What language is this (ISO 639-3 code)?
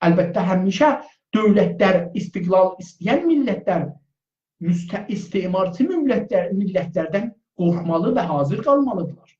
azb